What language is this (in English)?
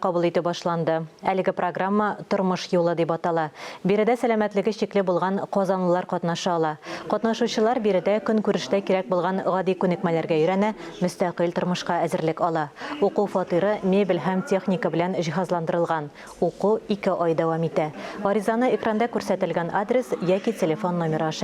Tatar